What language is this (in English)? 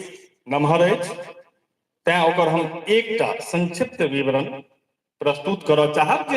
Maithili